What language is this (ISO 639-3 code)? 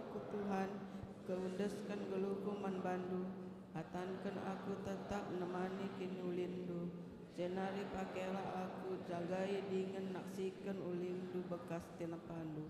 btx